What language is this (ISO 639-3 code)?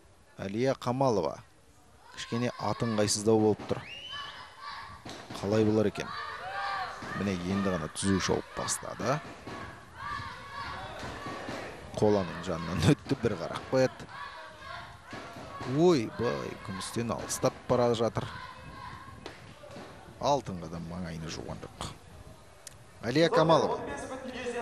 kaz